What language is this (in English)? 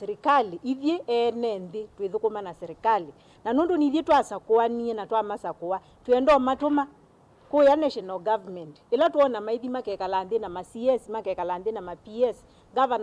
Kamba